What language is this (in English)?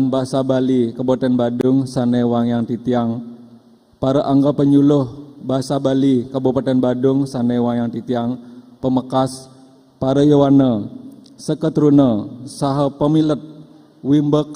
Balinese